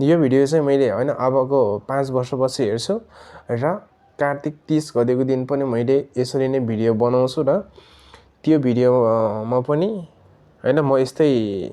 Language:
Nepali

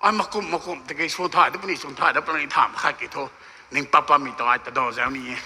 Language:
Rongmei Naga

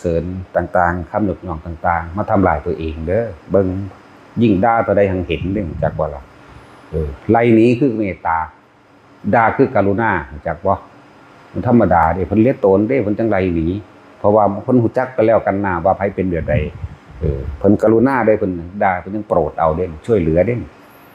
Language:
Northeastern Thai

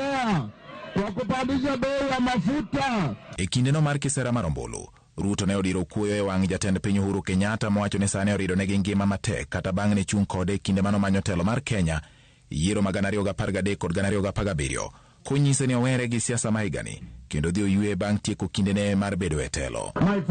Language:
Luo (Kenya and Tanzania)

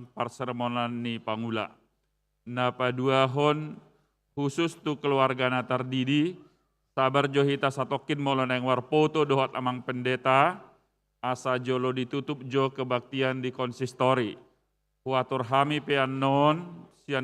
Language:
Batak Toba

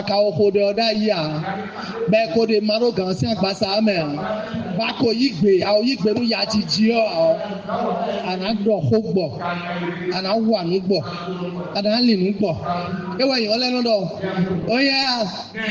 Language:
Fon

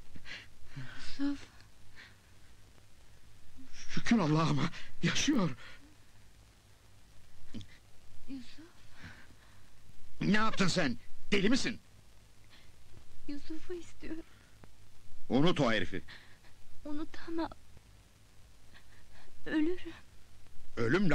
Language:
Turkish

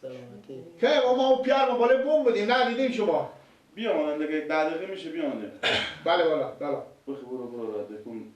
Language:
Persian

